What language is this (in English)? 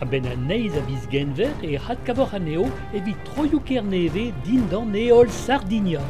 Breton